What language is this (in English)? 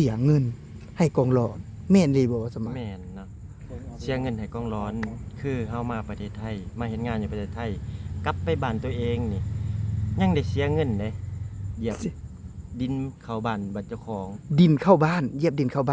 Lao